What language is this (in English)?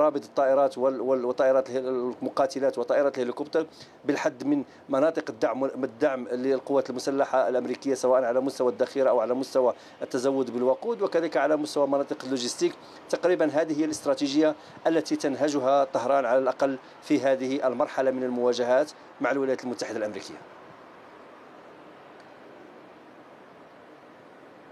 Arabic